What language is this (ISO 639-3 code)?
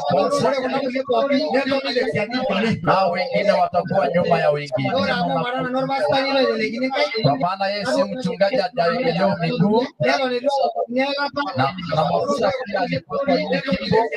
mas